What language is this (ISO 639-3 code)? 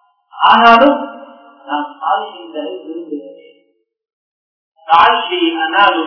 tam